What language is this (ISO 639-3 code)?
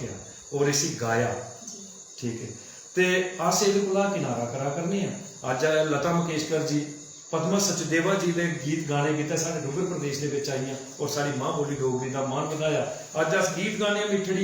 doi